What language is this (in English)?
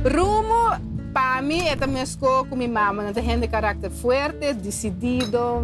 Papiamento